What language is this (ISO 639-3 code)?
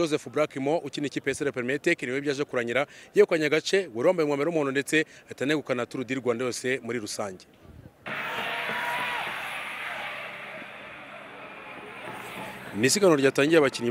kin